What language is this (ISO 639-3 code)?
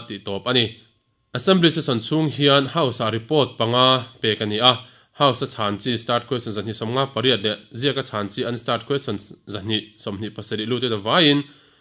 lus